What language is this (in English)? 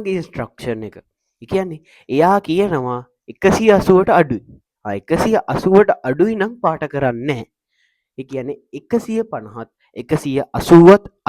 Sinhala